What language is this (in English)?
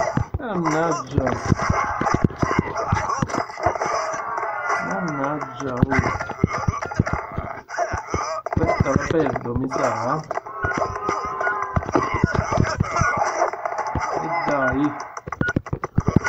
Italian